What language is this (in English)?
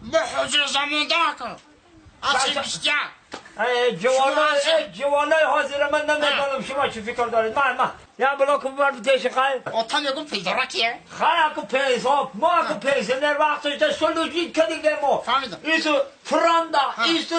Tajik